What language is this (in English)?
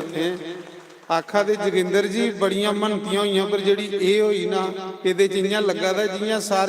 Dogri